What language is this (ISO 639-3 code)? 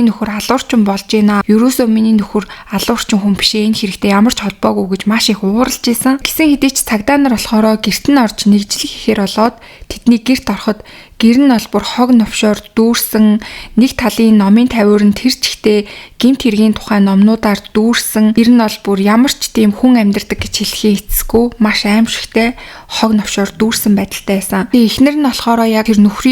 mon